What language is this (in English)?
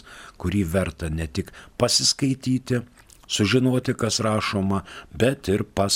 Lithuanian